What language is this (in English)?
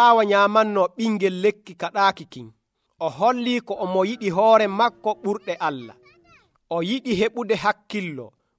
Nigerian Fulfulde